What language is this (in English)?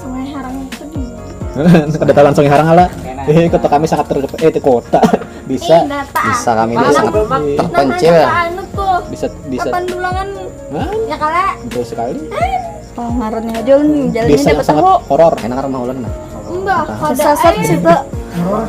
Banjar